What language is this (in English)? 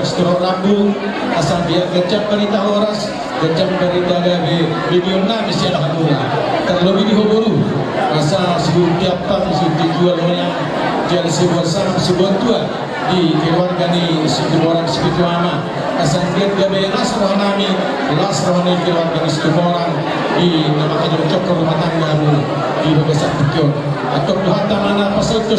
Batak Toba